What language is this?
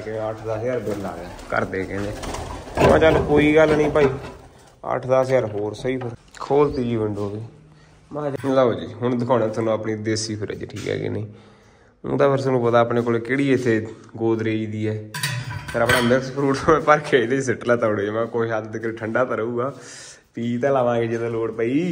Punjabi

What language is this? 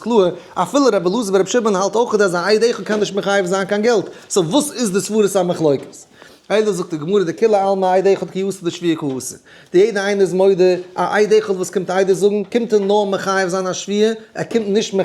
Yiddish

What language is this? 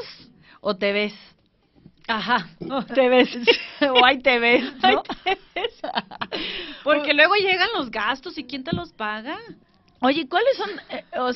Spanish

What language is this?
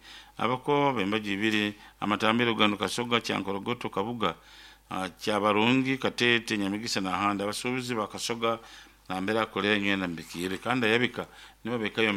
Nyoro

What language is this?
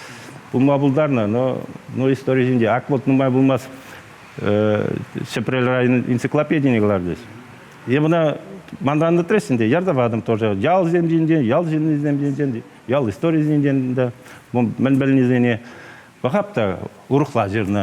Chuvash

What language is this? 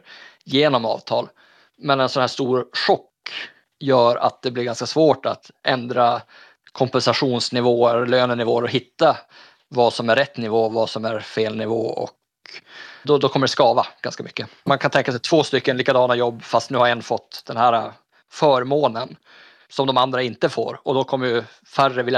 Swedish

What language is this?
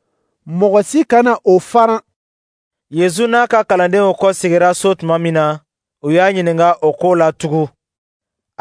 Dyula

